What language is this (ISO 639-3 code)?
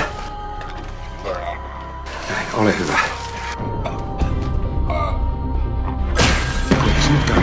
fin